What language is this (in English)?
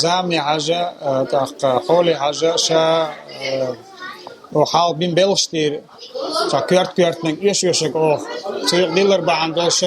Chechen